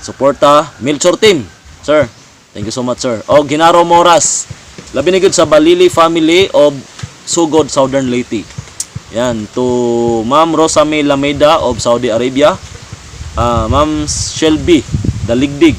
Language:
Cebuano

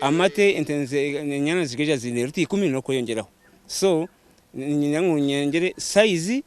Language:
Nyankole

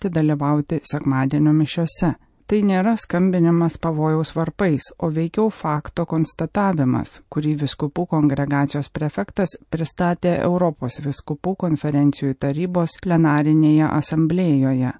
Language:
Lithuanian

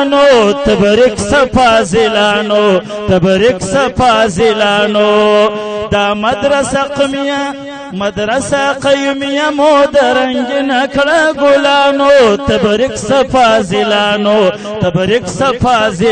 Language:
Pashto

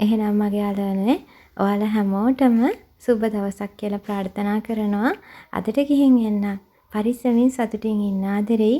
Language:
Sinhala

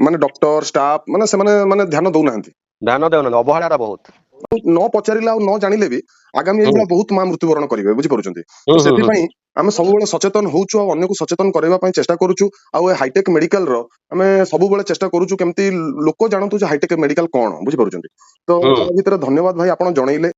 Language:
Odia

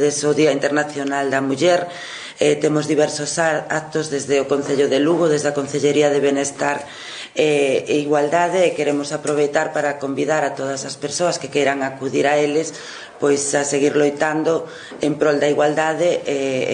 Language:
Galician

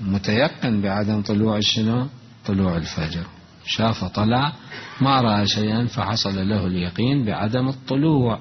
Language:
Mesopotamian Arabic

